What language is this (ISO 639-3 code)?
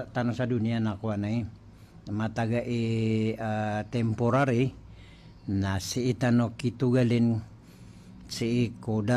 mrw